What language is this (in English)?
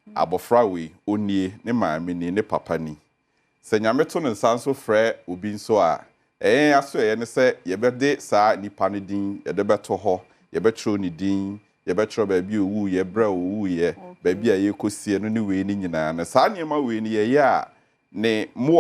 Akan